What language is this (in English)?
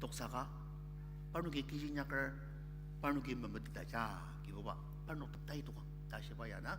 Ao Naga